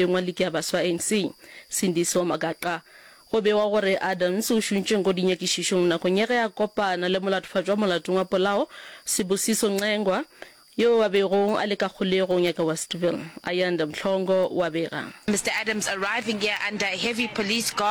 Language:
Northern Sotho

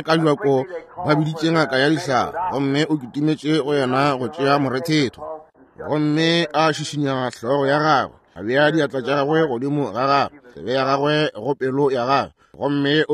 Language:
Northern Sotho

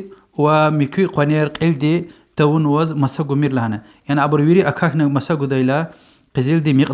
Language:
Lezghian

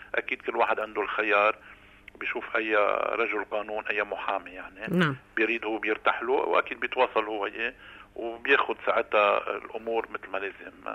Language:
North Levantine Arabic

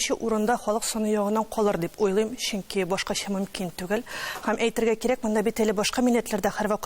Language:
Tatar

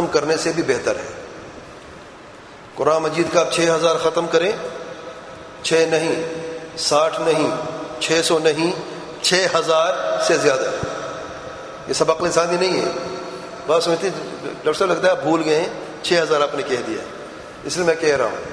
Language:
Urdu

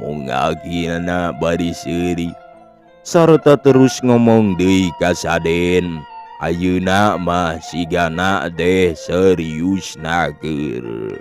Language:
Sundanese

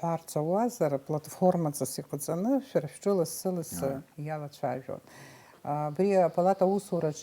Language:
Abkhazian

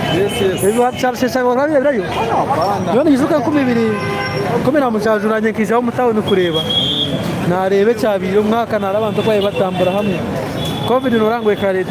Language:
Nyankole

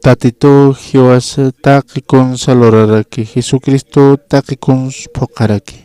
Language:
Aymara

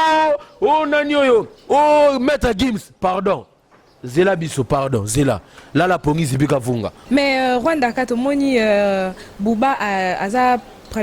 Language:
Lingala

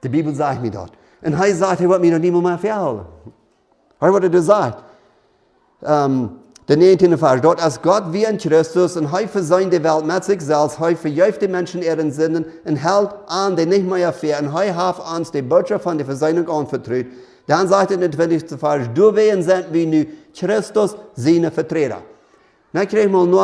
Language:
Plautdietsch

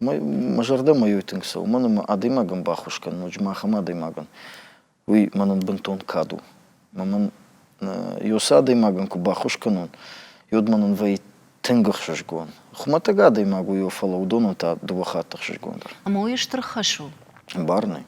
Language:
Ossetic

